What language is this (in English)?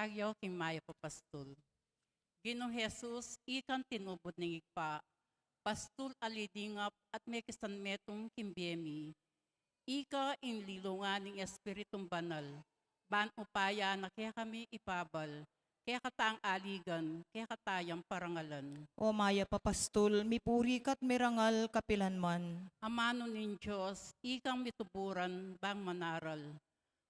Pampanga